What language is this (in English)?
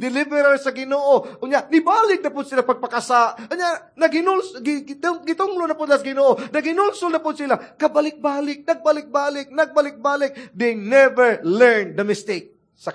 Cebuano